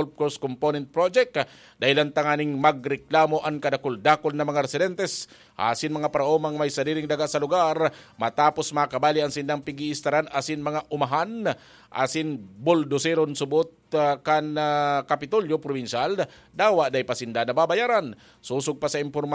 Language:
Bikol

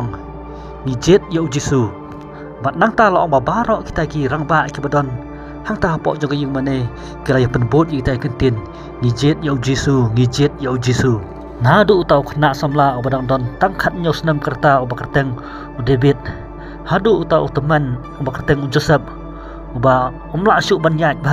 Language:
Khasi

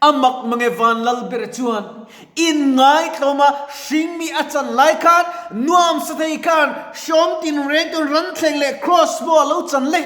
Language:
Mizo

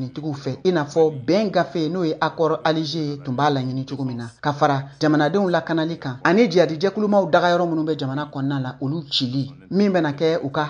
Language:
Bambara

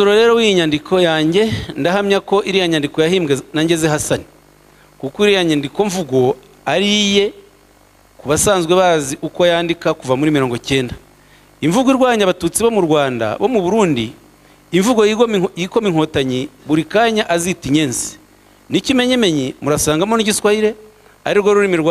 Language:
Kinyarwanda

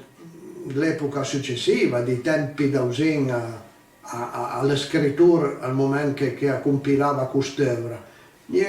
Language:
Piedmontese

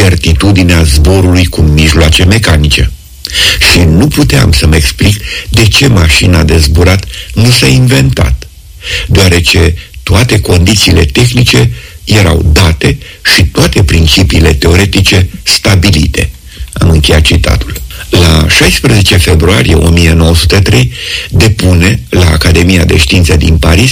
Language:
Romanian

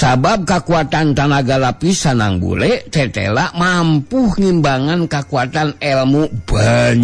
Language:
Sundanese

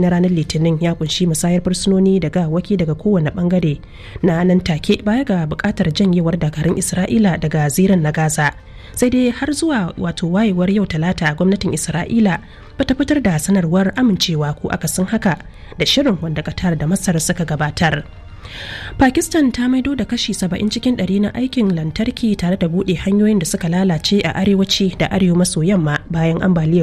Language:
Hausa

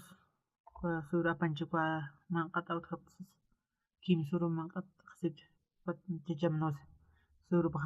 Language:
Aymara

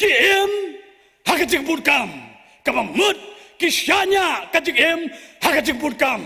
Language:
Khasi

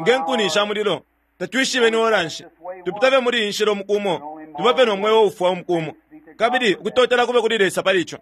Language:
Bemba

